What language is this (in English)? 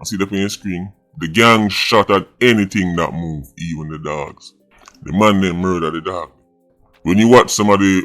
Jamaican Creole English